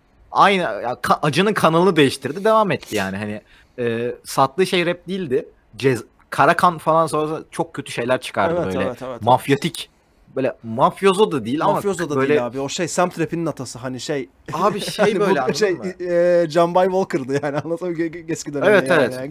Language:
Turkish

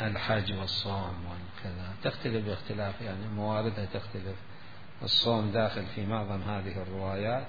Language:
Mesopotamian Arabic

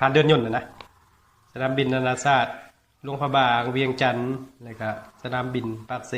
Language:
Lao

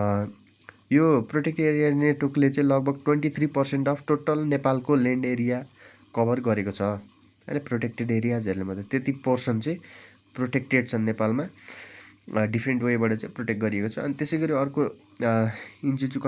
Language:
Nepali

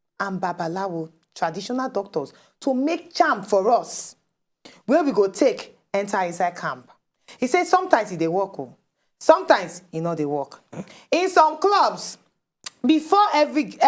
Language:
Nigerian Pidgin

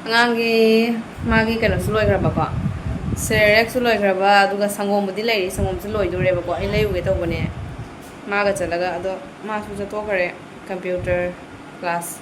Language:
Manipuri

